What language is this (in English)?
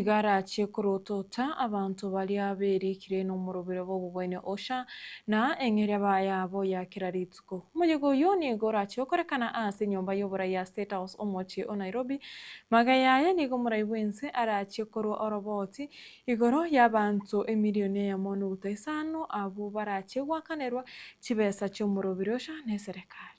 Gusii